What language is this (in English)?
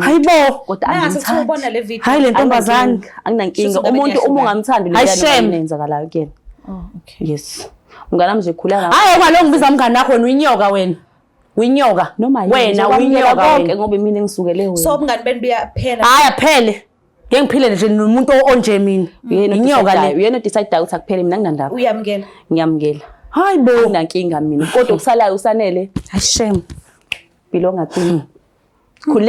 Zulu